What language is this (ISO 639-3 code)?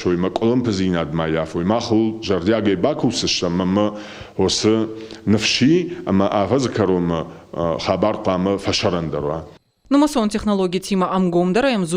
oss